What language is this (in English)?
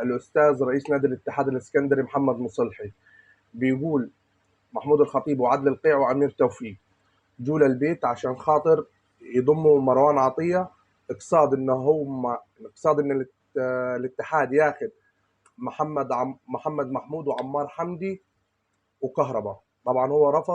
Egyptian Arabic